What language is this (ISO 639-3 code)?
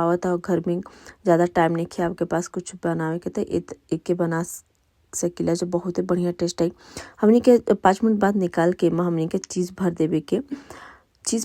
bho